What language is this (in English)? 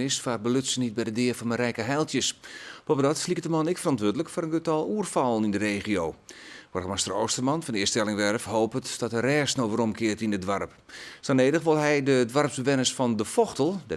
Western Frisian